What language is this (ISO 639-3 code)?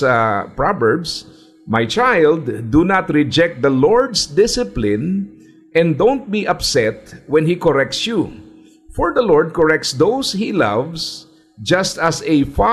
fil